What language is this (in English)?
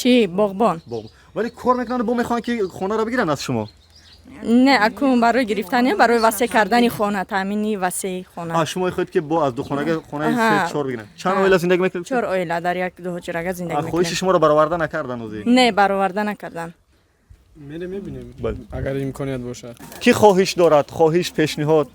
Tajik